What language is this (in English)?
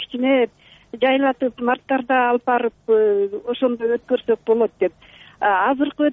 Kyrgyz